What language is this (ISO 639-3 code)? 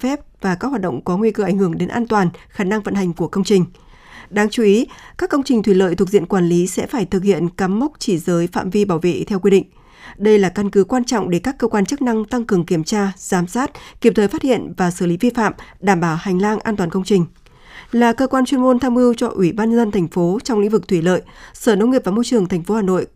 vie